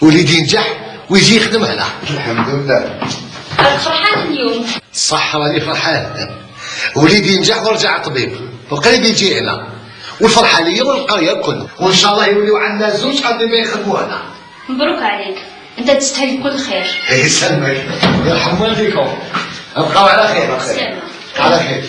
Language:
Algerian Arabic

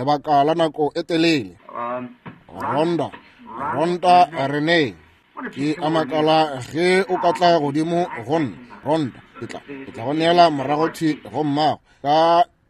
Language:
Northern Sotho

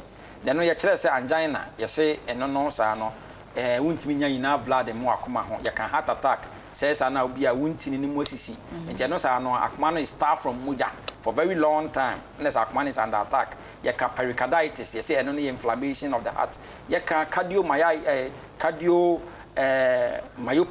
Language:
Akan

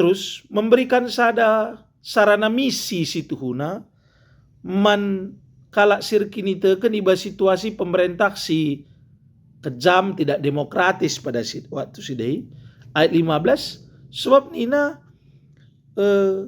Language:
Batak Karo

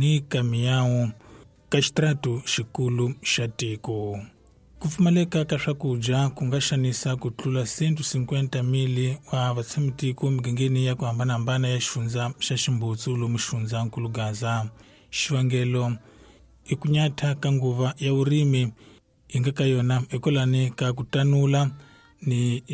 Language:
Tsonga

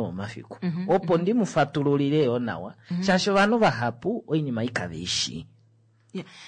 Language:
Kuanyama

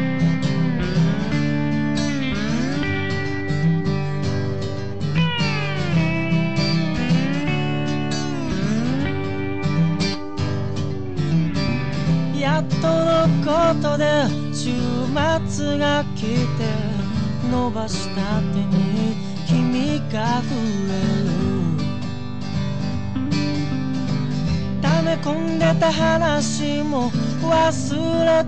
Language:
Japanese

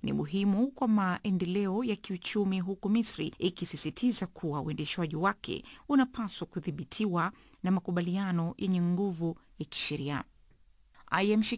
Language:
Swahili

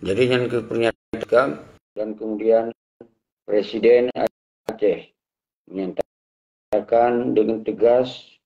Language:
Achinese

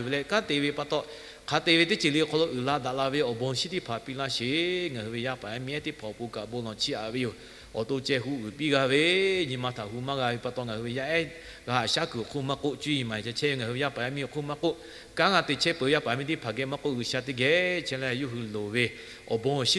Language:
Lahu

